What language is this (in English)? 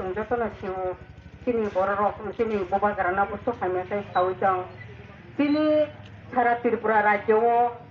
Kok Borok